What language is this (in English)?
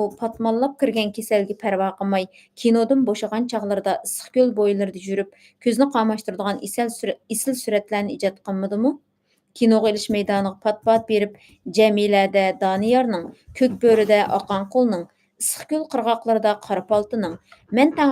Uyghur